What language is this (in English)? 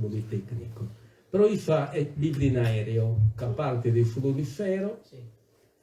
Sardinian